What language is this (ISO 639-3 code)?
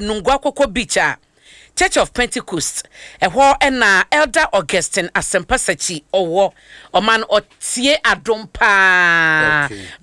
aka